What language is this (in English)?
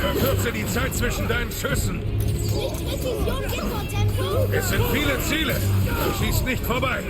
Bavarian